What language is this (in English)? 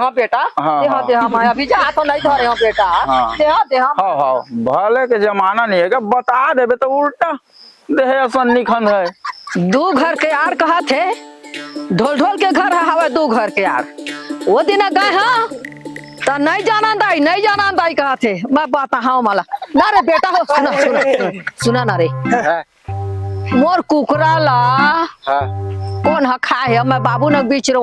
Chhattisgarhi